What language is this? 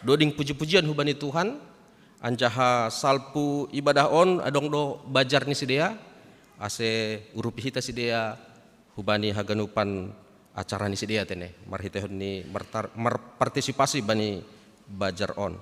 Batak Simalungun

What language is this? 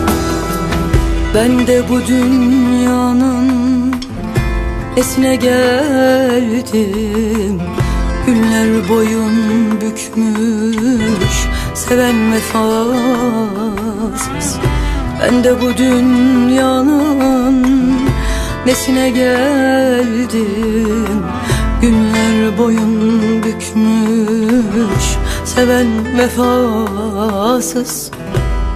Turkish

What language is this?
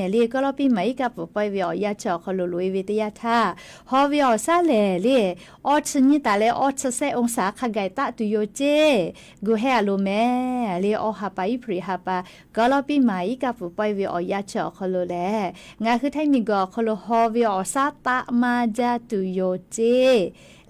Lahu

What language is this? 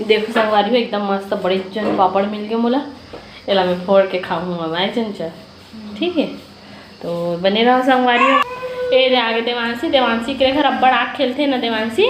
Chhattisgarhi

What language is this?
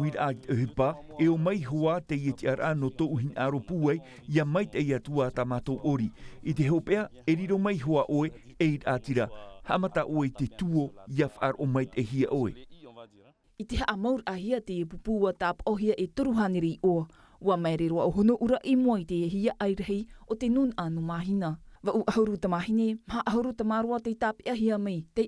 Tahitian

